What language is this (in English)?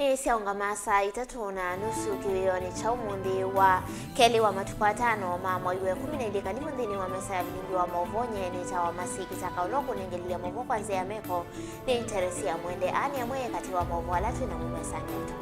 Kamba